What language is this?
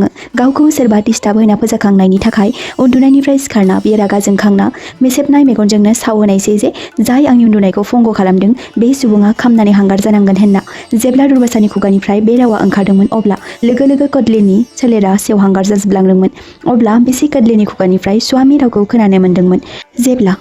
Bodo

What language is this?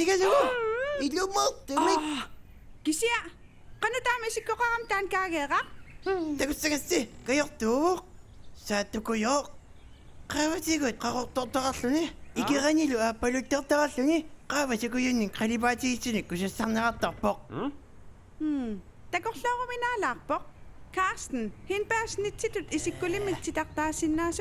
Kalaallisut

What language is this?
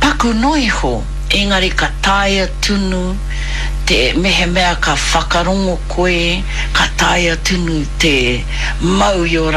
Māori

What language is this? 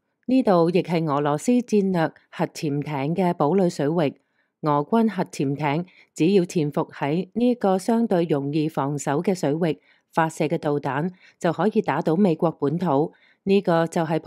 Cantonese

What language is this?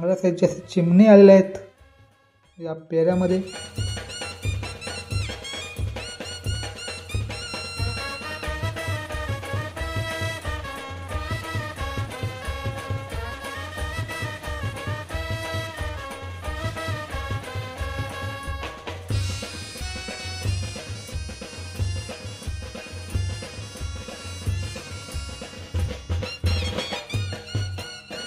Marathi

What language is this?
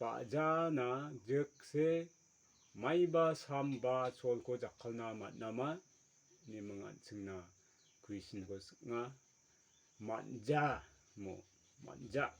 Garo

